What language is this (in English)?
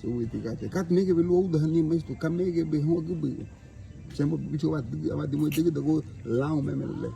Garifuna